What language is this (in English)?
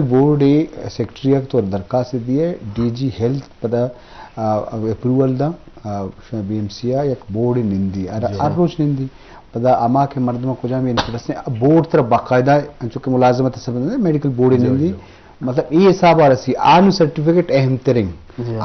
Eastern Balochi